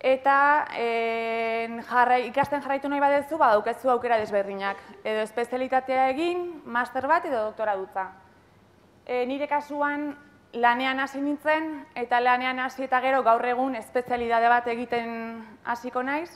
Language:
Basque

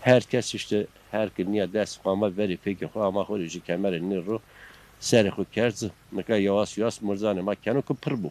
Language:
Zaza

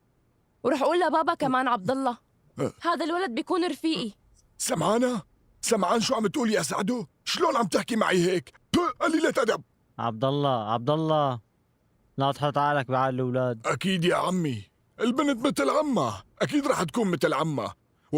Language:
North Levantine Arabic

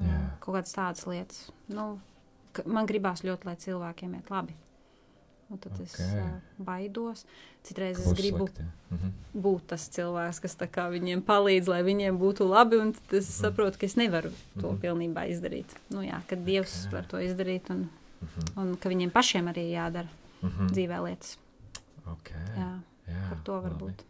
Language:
Latvian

